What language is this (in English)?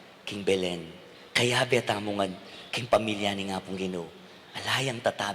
Pampanga